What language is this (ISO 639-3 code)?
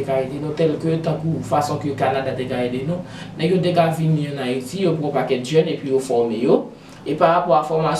hat